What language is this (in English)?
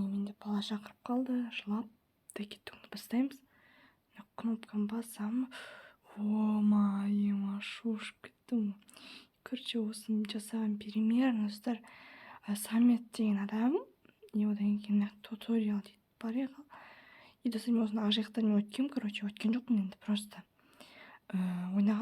Kazakh